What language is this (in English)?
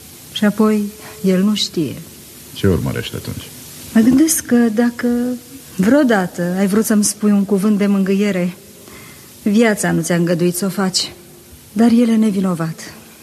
Romanian